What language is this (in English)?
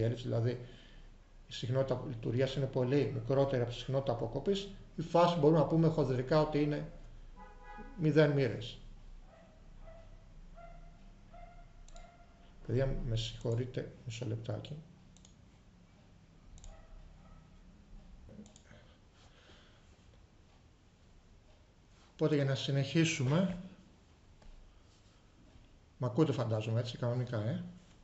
Greek